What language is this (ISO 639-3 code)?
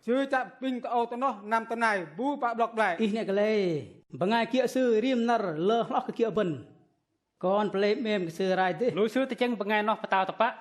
bdq